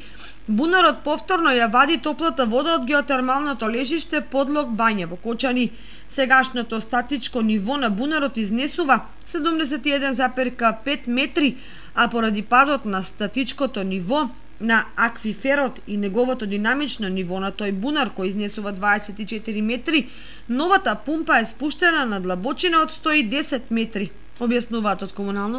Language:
Macedonian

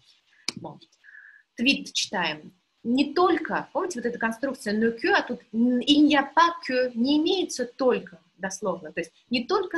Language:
Russian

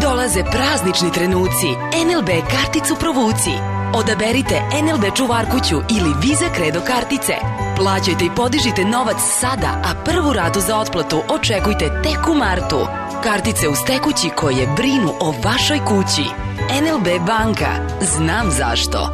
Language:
Serbian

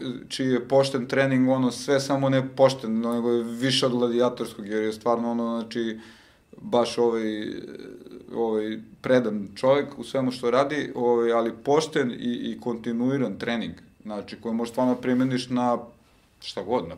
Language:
Serbian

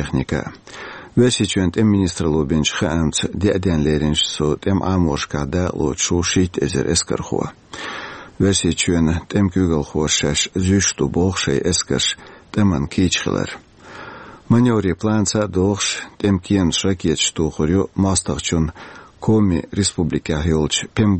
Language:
Chechen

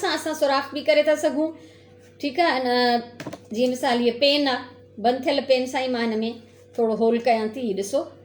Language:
Sindhi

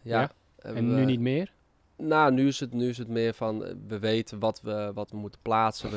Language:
Dutch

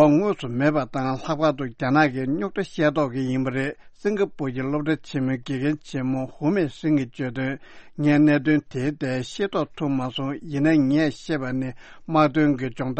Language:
Tibetan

